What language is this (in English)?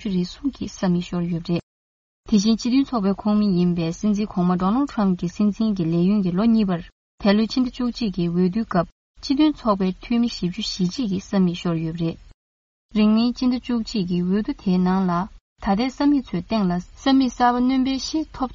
Tibetan